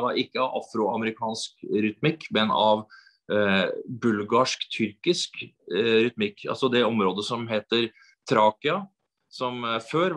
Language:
Norwegian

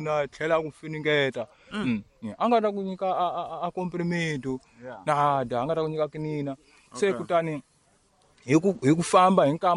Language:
Tsonga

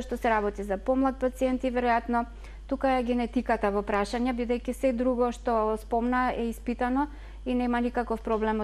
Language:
Macedonian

